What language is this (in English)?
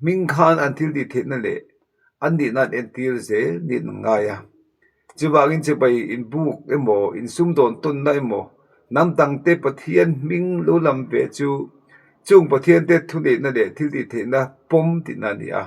Mizo